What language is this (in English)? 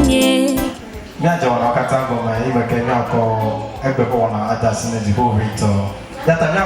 Ewe